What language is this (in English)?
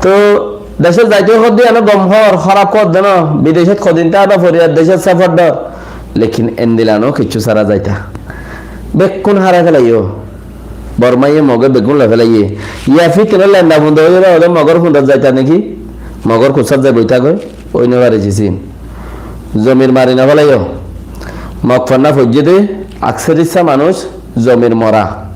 Rohingya